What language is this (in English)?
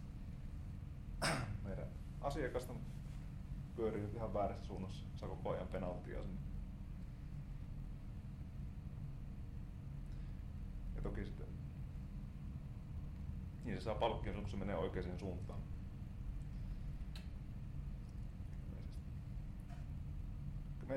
Finnish